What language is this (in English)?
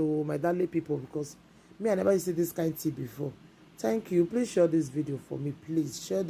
Nigerian Pidgin